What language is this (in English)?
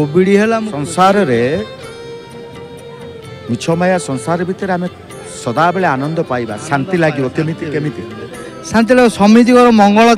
Odia